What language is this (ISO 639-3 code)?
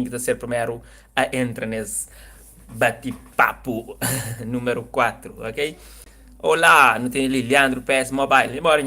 kea